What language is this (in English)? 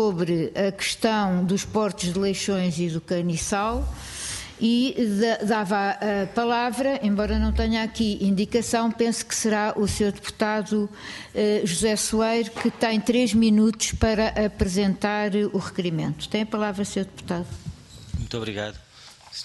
Portuguese